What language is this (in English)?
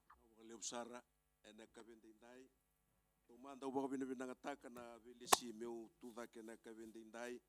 Fijian